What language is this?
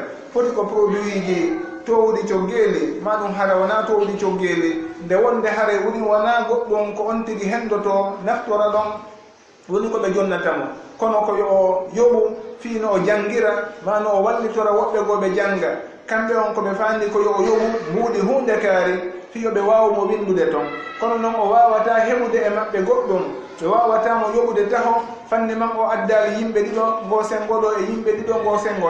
Fula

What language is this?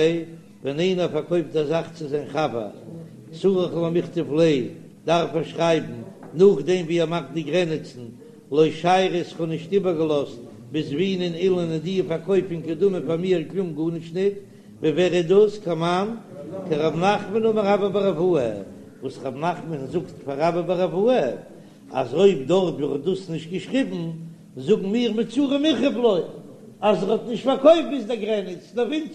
Yiddish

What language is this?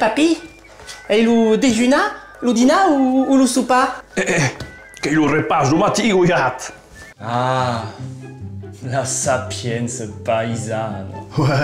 Occitan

